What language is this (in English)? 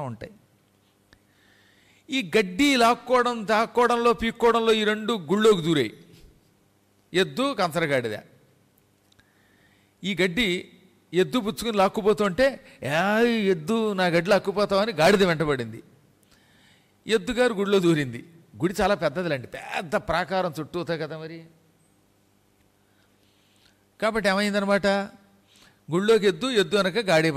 Telugu